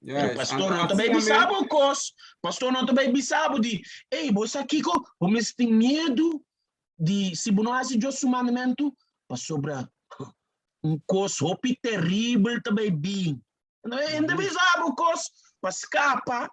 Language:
Papiamento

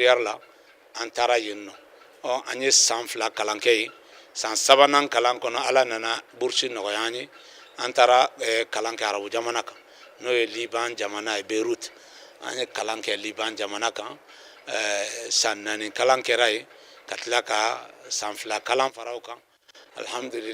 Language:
Bambara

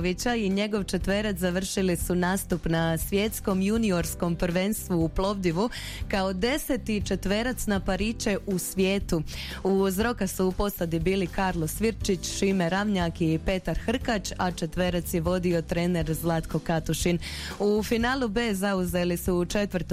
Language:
Croatian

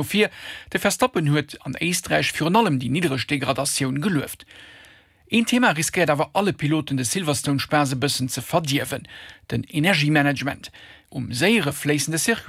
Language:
Luxembourgish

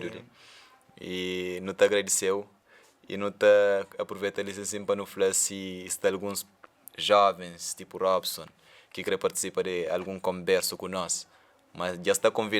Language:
Kabuverdianu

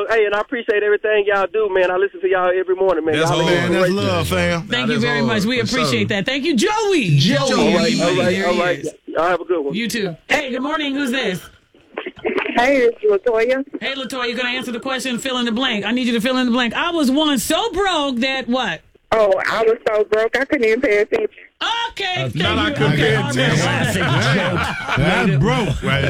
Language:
English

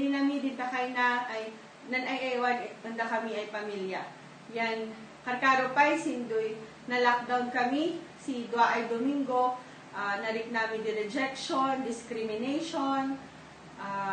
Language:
Kankanaey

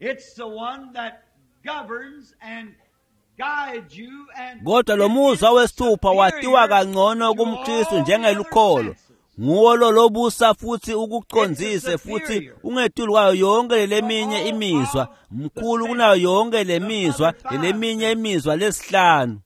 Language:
Swati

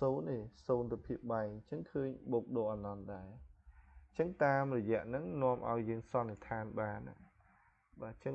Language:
Khmer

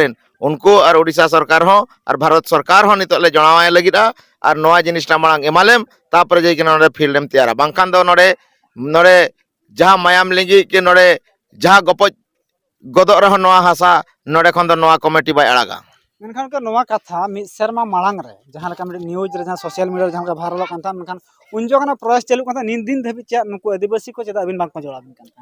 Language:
Santali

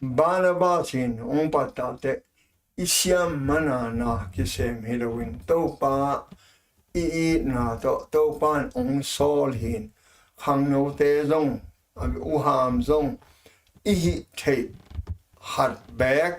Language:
Tedim Chin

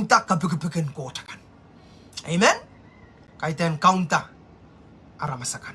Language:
Pohnpeian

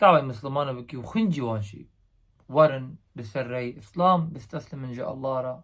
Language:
Kurdish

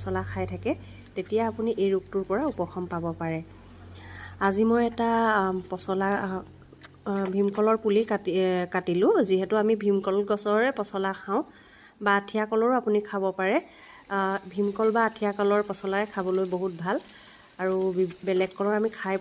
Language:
Assamese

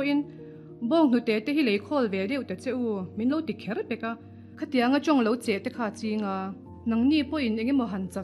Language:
Mizo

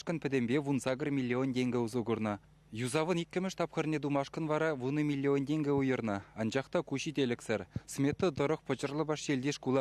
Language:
Chuvash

